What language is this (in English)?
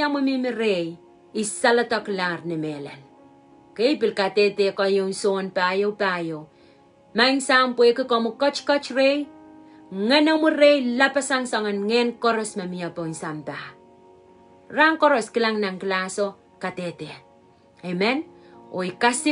Pohnpeian